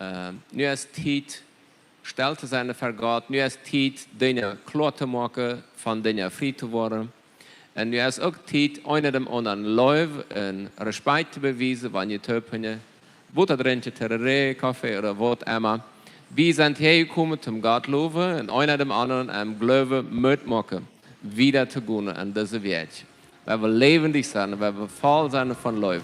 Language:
Plautdietsch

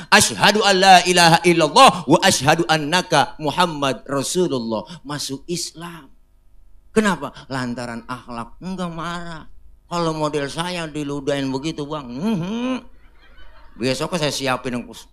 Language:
Betawi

